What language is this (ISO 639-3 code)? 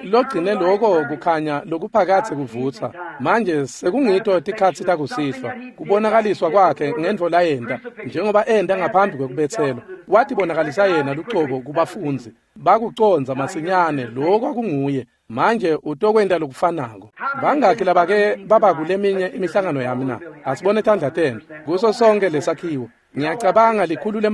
ssw